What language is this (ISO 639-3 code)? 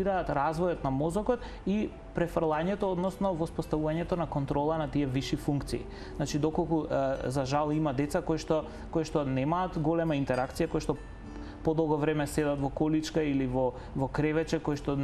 mkd